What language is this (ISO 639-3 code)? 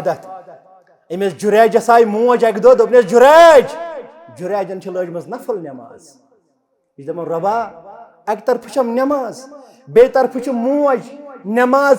kas